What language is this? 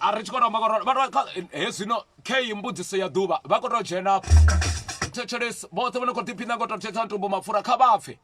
Venda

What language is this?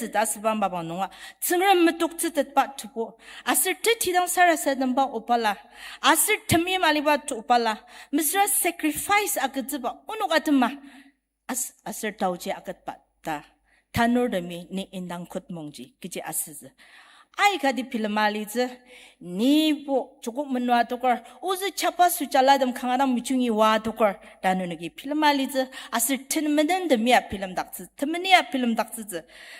Ao Naga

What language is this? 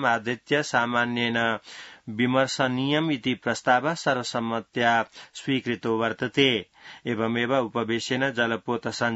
Sanskrit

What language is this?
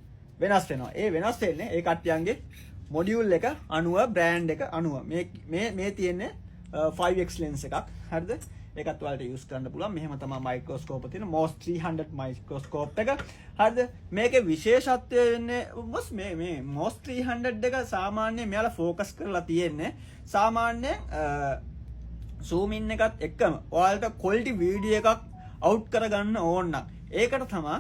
Sinhala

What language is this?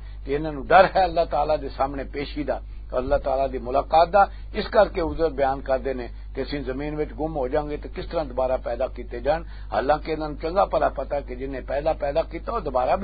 Western Panjabi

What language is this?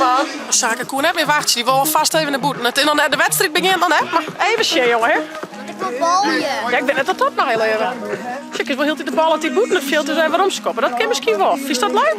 Western Frisian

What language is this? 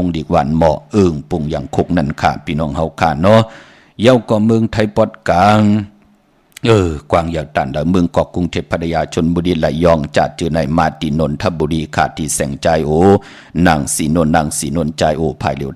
Shan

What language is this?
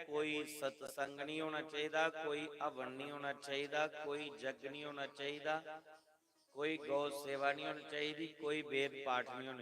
Dogri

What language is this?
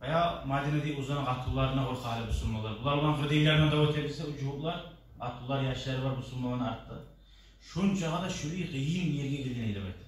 Kumyk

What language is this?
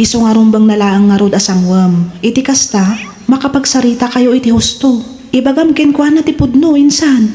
Iloko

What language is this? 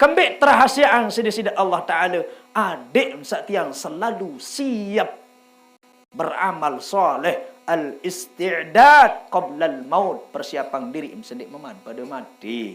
Sasak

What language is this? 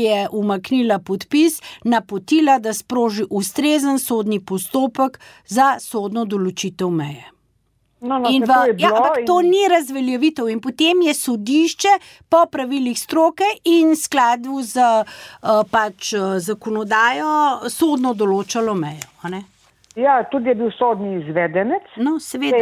Slovenian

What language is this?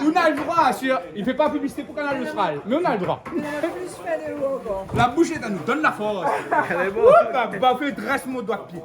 Réunion Creole French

